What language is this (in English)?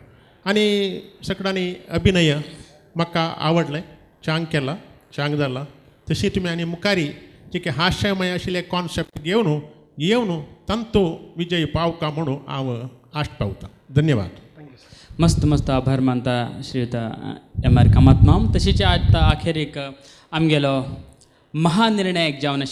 Konkani